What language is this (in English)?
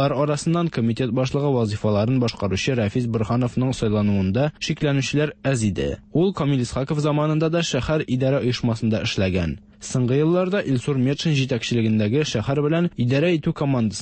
Tatar